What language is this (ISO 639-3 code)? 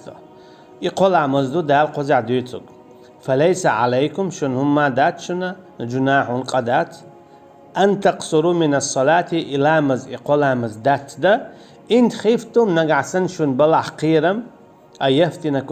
che